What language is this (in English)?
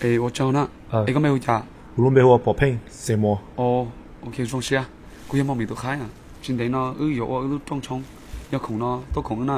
Hmong